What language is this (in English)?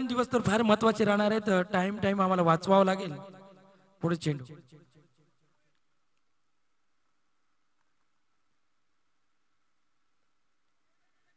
Marathi